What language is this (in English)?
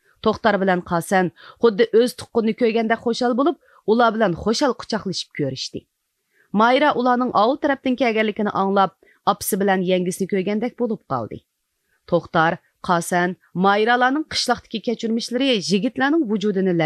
Uyghur